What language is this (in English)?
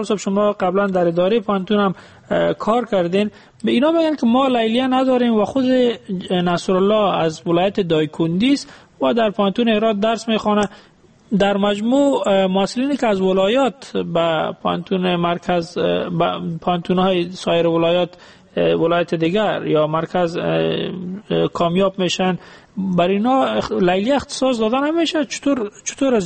Persian